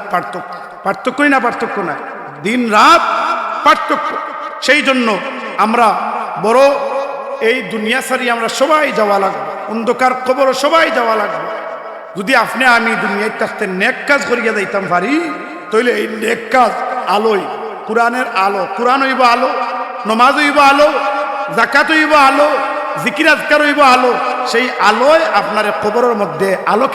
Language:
Sylheti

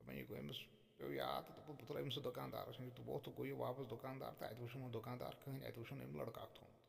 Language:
Kashmiri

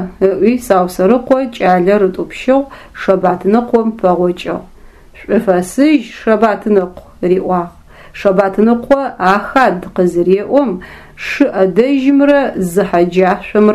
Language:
Adyghe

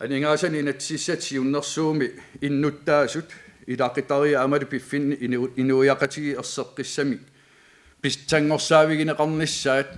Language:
Kalaallisut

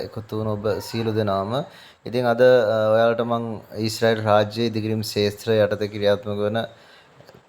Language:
Sinhala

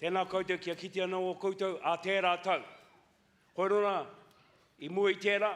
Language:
Māori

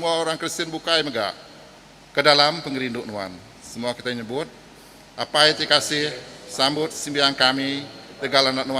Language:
Iban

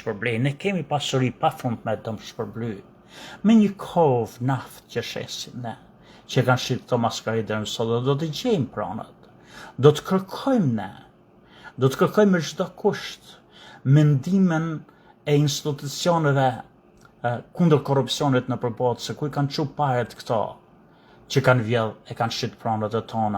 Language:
Albanian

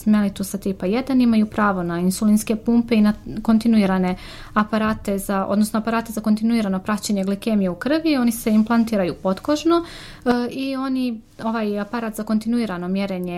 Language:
Croatian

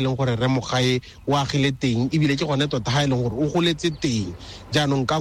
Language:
Tswana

